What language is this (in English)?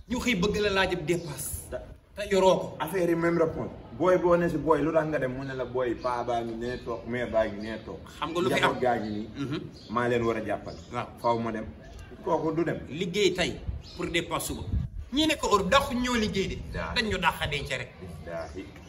Wolof